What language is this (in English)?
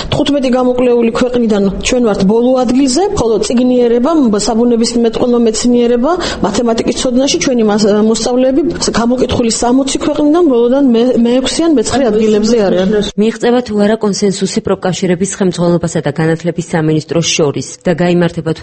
Georgian